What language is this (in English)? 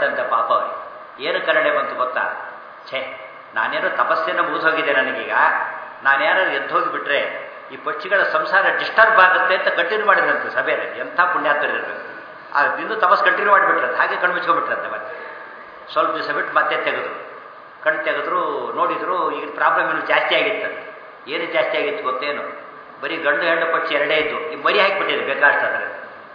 Kannada